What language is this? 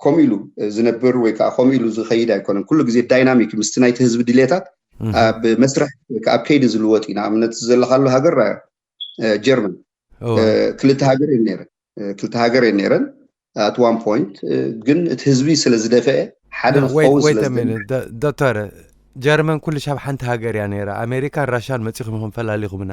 Tigrinya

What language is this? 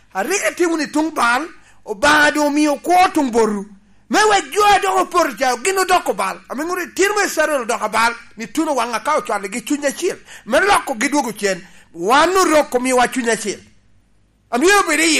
Lango (Uganda)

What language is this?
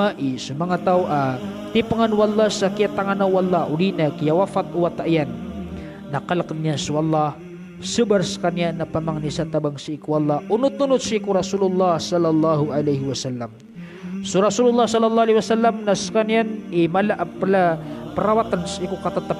Maranao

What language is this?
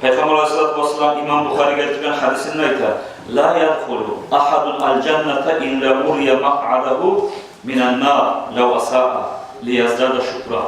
Kumyk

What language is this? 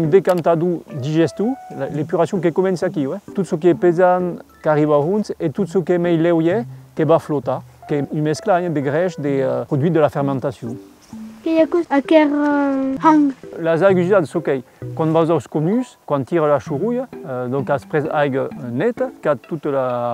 Occitan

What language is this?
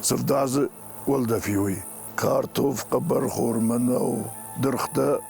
Ossetic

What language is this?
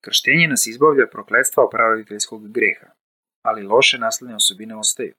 Serbian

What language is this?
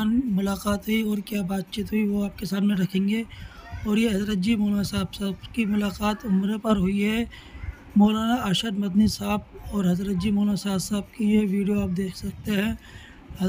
Urdu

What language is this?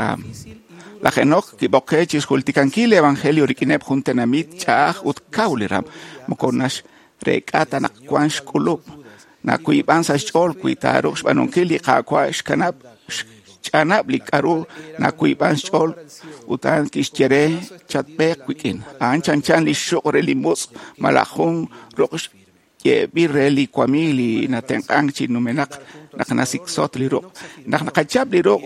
Kekchí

